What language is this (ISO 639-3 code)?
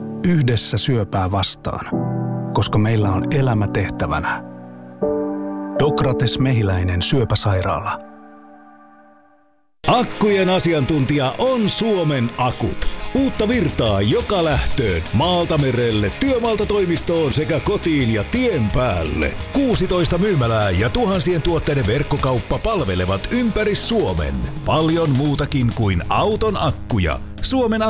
fin